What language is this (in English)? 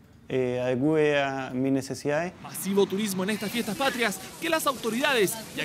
Spanish